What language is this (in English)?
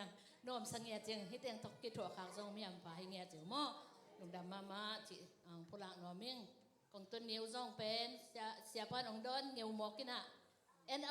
Tedim Chin